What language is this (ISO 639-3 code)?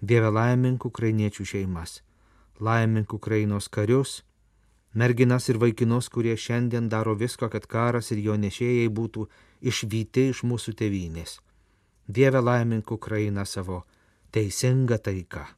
lit